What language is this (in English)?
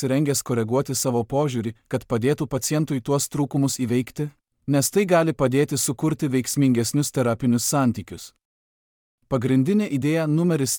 Lithuanian